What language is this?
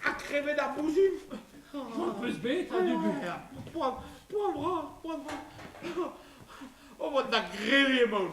Breton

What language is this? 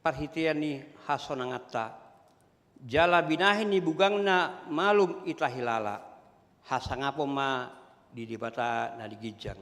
Batak Toba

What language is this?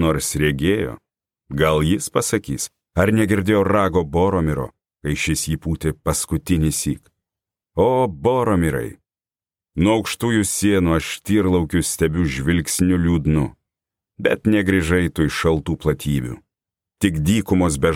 Lithuanian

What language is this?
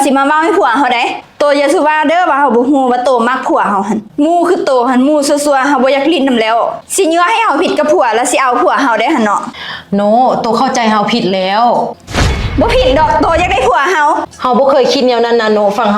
Lao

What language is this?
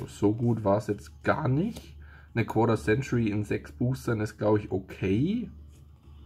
German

